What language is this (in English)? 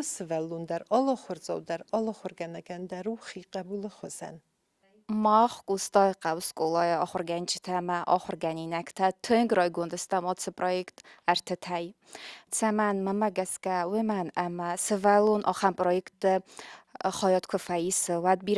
Ossetic